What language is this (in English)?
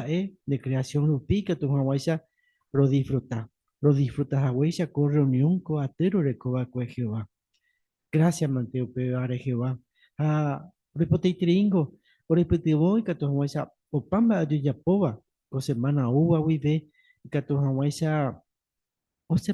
Guarani